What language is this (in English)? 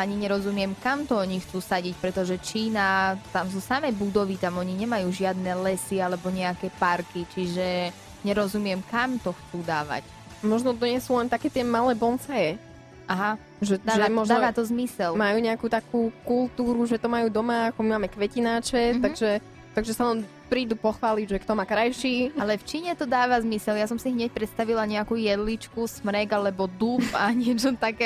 Slovak